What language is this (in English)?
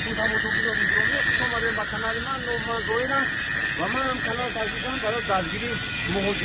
Tajik